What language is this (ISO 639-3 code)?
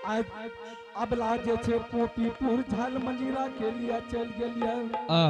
anp